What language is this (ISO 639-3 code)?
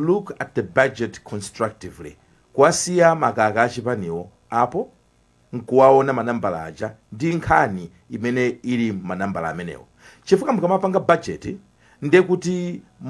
nya